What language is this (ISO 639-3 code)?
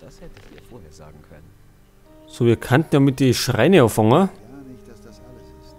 bar